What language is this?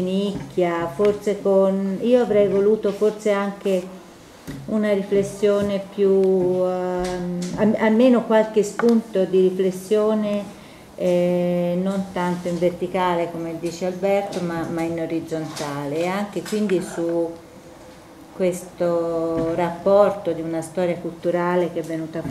Italian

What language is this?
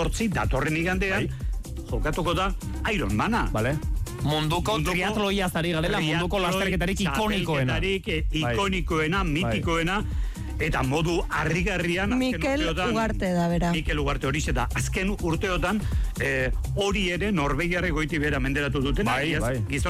Basque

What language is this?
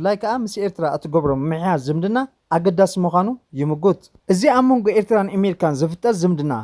Tigrinya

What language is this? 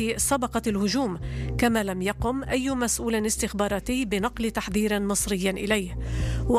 Arabic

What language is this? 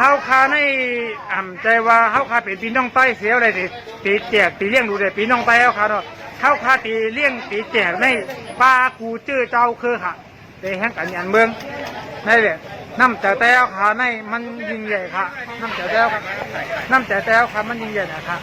Shan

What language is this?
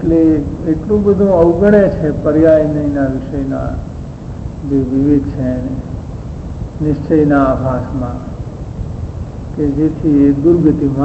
Gujarati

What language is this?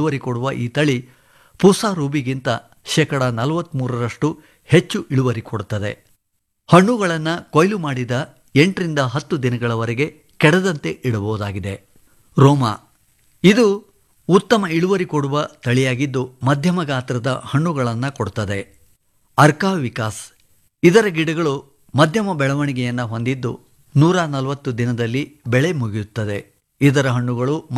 Kannada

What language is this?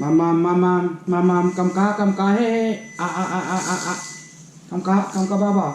Tedim Chin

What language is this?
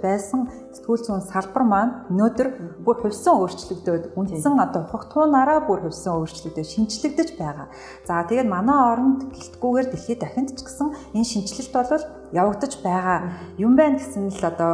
Mongolian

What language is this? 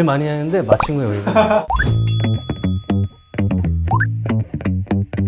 Korean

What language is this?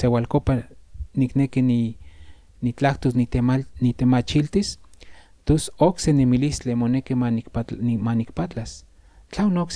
Central Nahuatl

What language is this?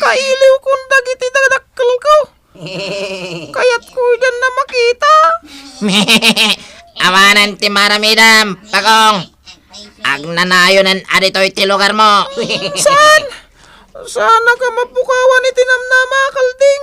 Iloko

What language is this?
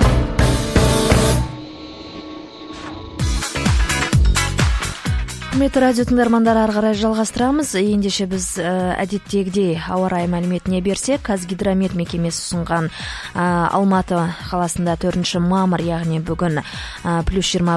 Kazakh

